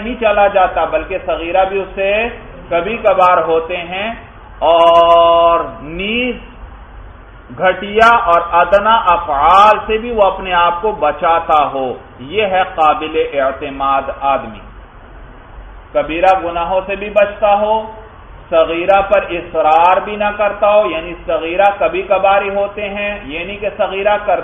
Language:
Urdu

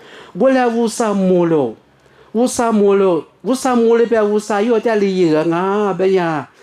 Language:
Lisu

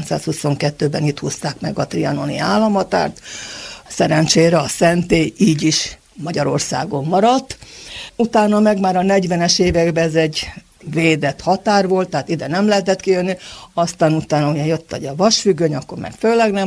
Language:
Hungarian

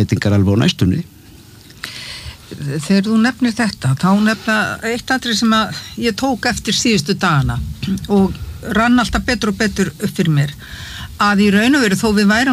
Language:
Icelandic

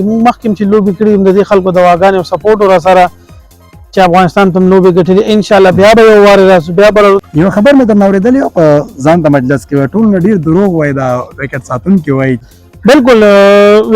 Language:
Pashto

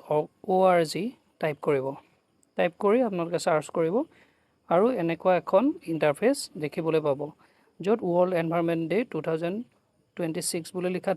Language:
Assamese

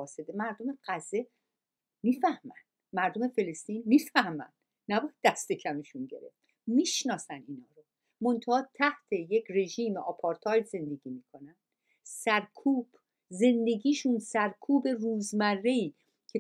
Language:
Persian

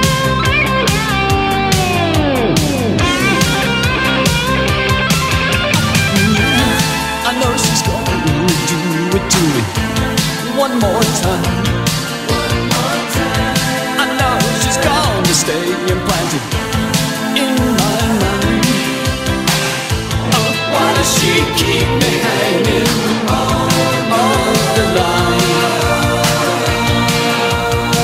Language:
English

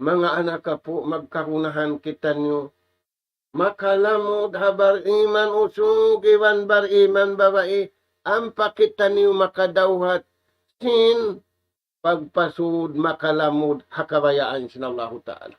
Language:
Tausug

